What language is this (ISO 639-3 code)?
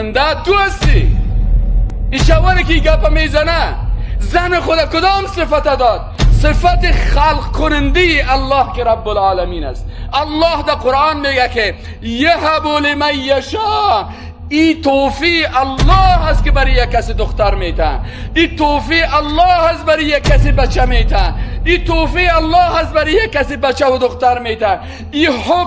fas